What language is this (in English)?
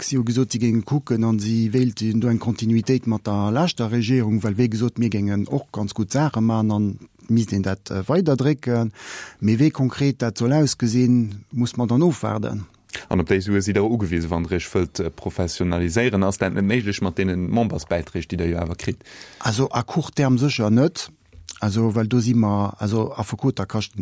Luxembourgish